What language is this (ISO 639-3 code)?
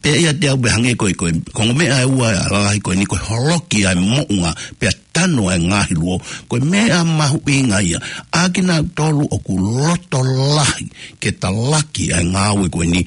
ton